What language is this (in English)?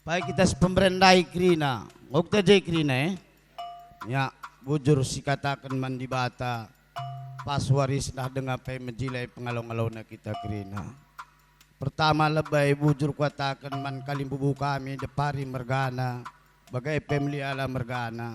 Batak Karo